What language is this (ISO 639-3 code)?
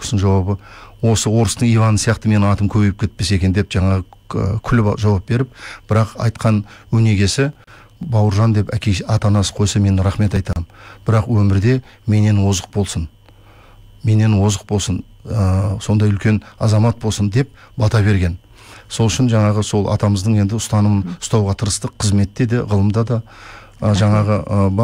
kaz